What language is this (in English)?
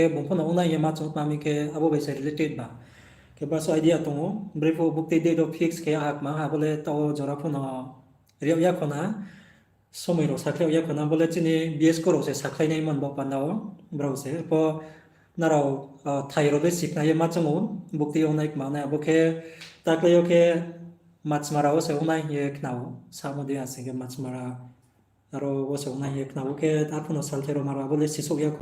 Riang (India)